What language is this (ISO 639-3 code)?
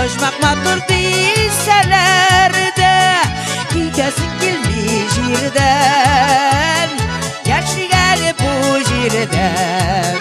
tat